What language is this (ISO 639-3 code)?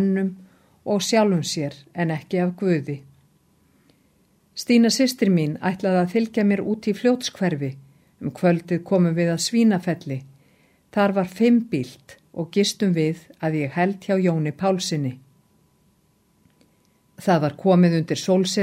isl